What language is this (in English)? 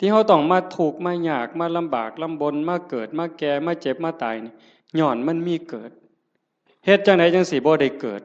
Northeastern Thai